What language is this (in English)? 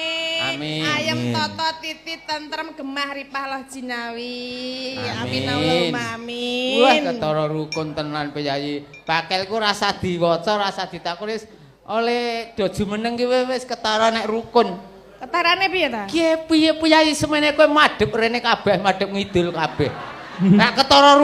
Javanese